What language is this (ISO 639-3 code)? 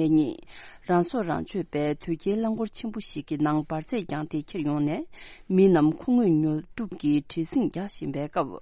bod